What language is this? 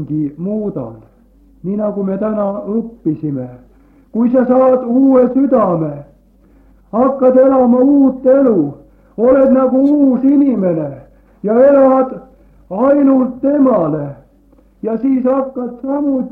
Estonian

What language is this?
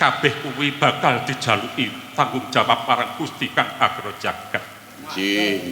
Javanese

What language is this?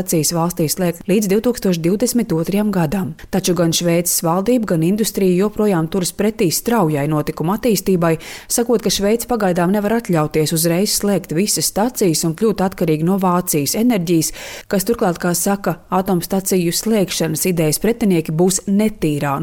Latvian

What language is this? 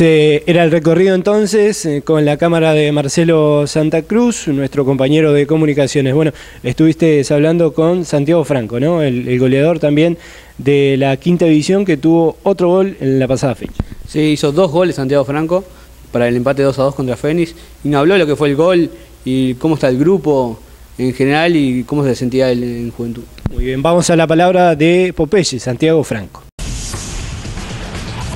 Spanish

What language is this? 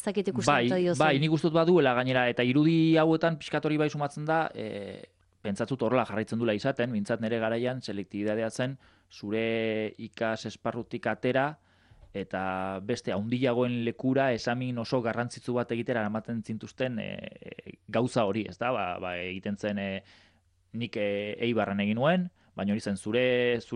Basque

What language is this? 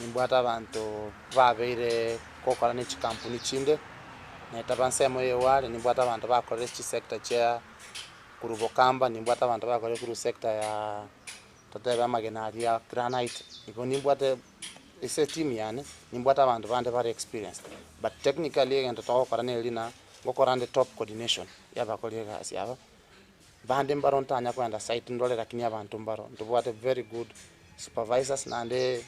Gusii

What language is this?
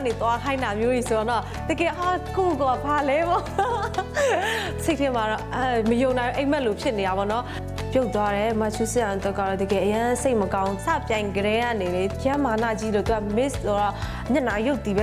Burmese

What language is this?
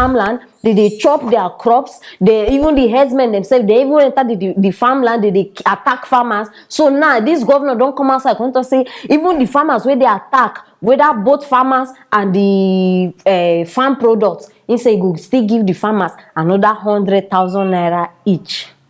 Nigerian Pidgin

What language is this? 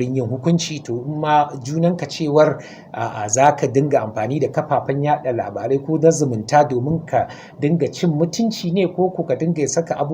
Hausa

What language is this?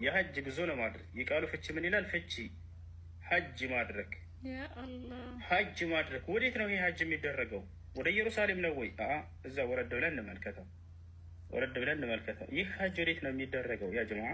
Amharic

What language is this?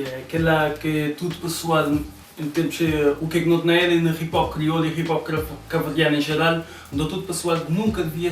Kabuverdianu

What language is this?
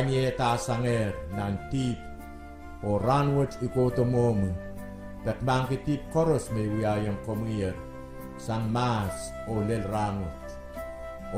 Pohnpeian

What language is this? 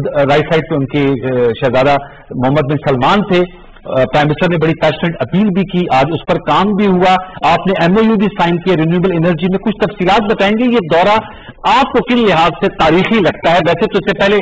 Urdu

